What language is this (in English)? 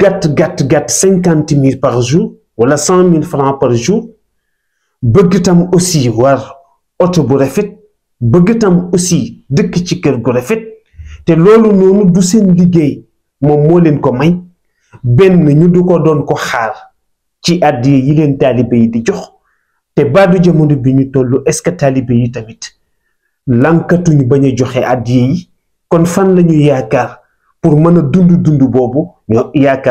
Wolof